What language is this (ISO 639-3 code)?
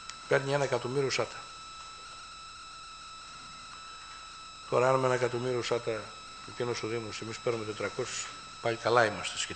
ell